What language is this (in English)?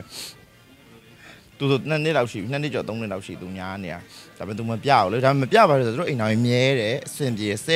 Burmese